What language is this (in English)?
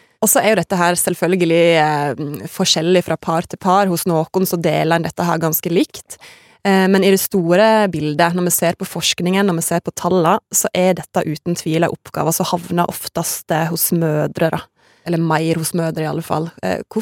Norwegian